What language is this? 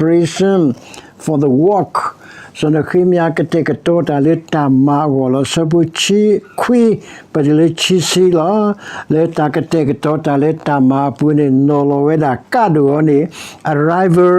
S'gaw Karen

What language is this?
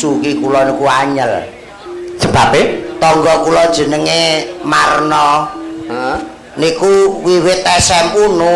Javanese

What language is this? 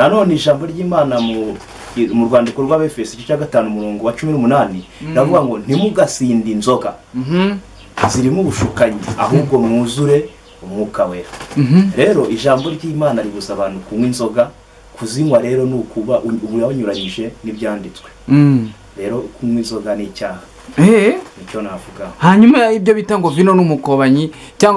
Kinyarwanda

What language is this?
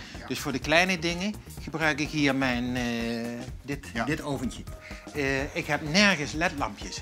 Dutch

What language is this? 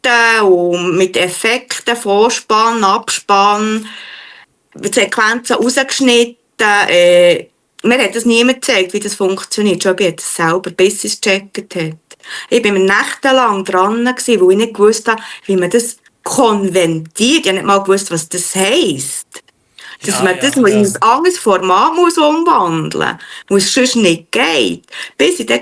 Swiss German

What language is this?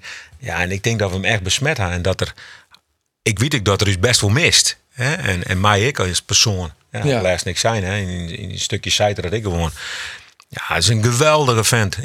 Western Frisian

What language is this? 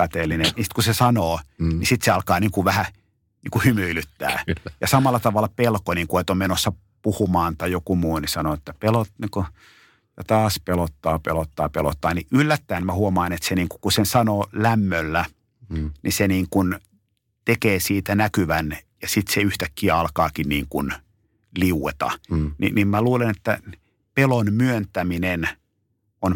Finnish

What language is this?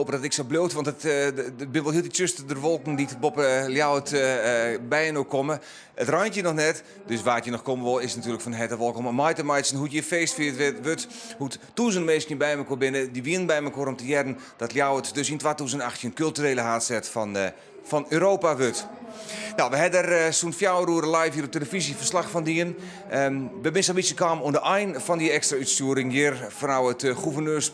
Western Frisian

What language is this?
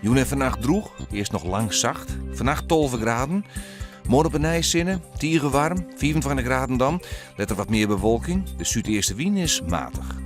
Western Frisian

